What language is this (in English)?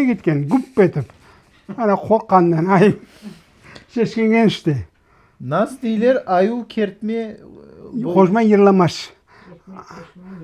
Crimean Tatar